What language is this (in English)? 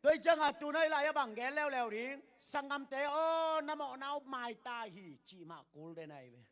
Tedim Chin